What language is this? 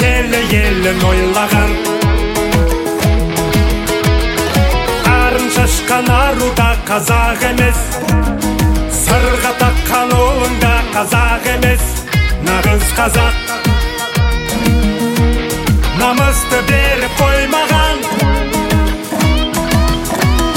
Kazakh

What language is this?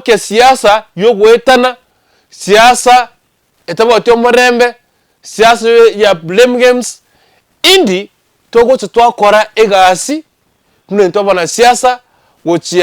Gusii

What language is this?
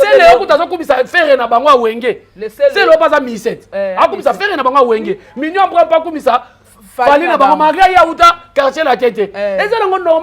Lingala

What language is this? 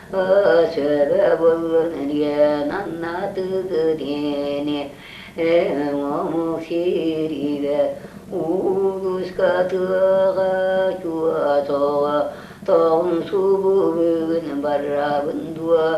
Yakut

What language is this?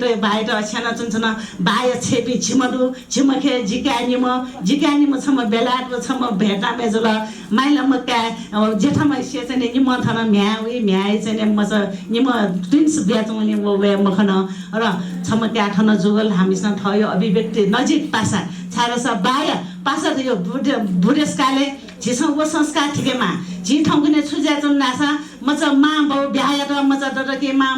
Newari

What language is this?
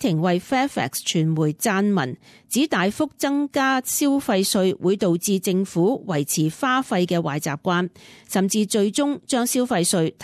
Cantonese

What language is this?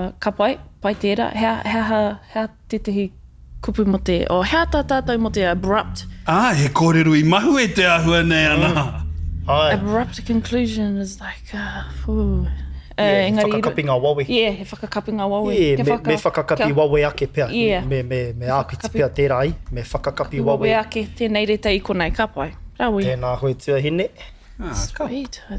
Māori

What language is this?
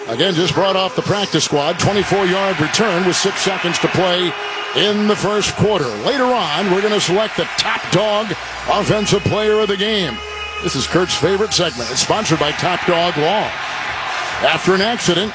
English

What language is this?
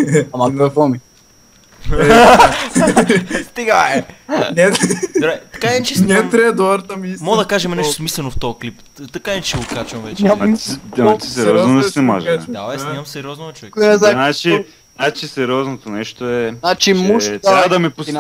Bulgarian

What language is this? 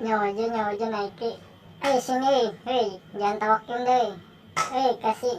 Banjar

